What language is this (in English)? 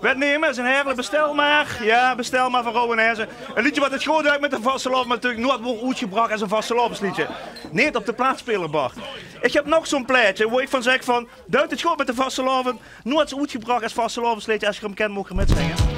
Limburgish